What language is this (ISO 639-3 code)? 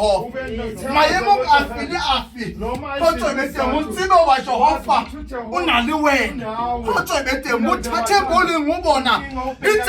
sot